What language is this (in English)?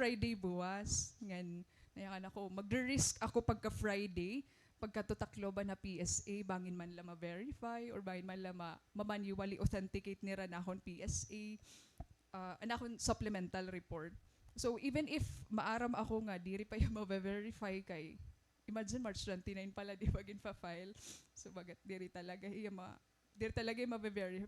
Waray